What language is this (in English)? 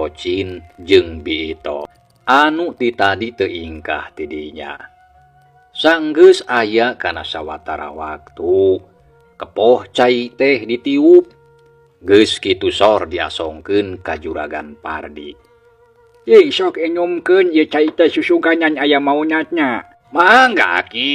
Sundanese